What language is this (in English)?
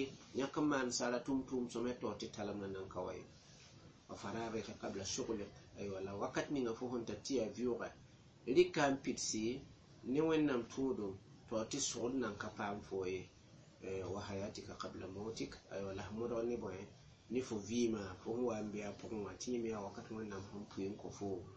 Mossi